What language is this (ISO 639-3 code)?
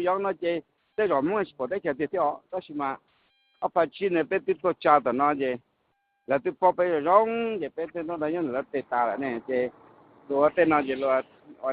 hmn